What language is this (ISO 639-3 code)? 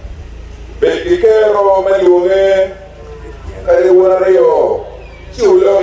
ach